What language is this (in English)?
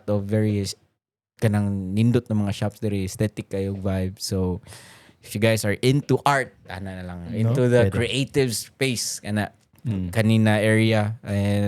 Cebuano